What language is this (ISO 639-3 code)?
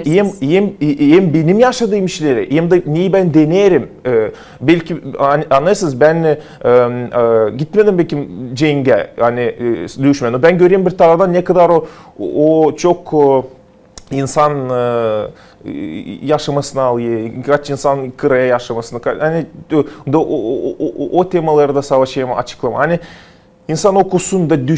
gag